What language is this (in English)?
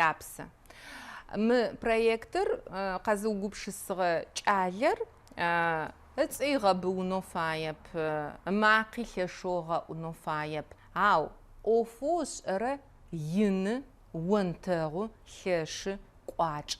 Adyghe